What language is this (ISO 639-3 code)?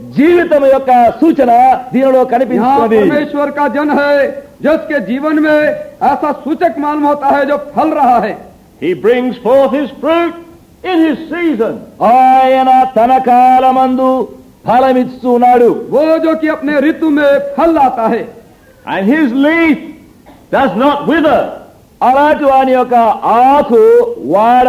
tel